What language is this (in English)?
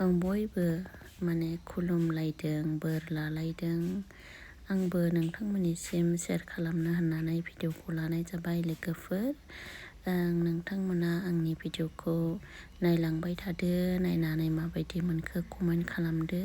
Bodo